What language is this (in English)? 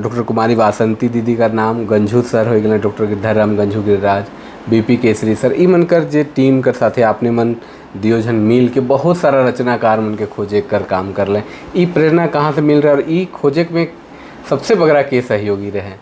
Sadri